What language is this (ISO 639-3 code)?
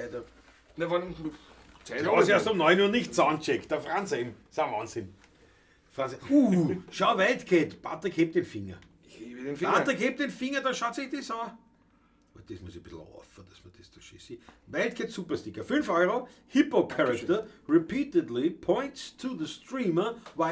bar